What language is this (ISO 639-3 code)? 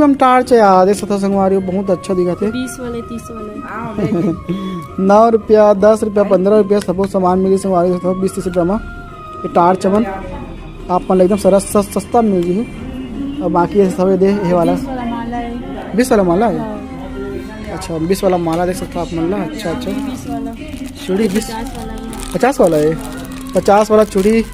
hne